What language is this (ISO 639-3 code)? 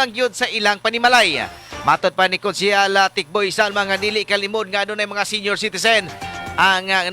ceb